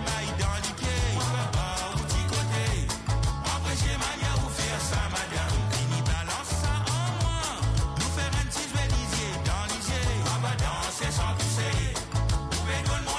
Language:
Morisyen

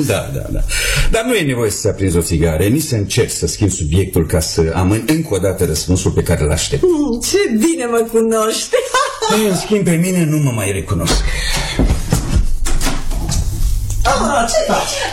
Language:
Romanian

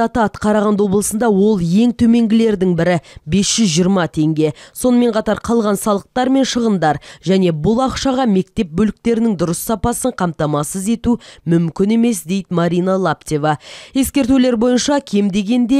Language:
Kazakh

